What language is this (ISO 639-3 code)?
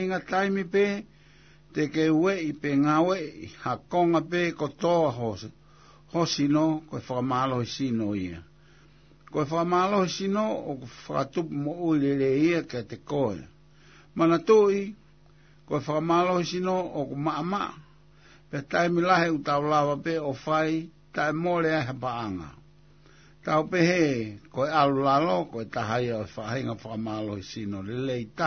ton